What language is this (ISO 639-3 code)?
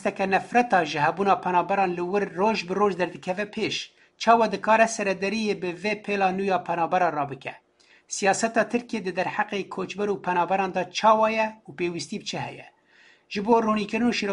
kur